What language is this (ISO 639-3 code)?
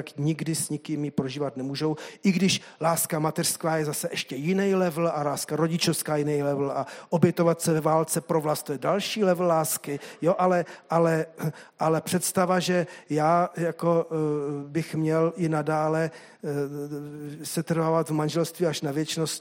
ces